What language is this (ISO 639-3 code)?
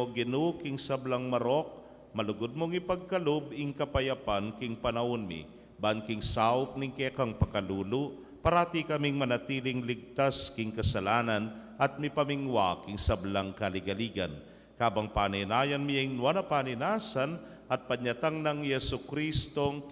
pam